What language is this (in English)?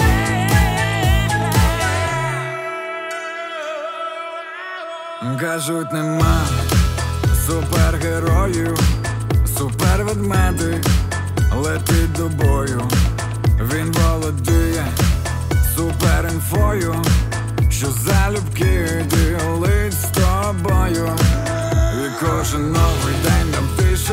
Ukrainian